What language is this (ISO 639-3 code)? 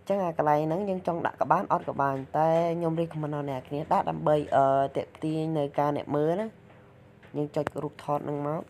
khm